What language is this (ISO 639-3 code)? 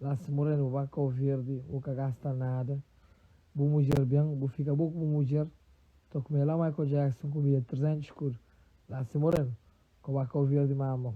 kea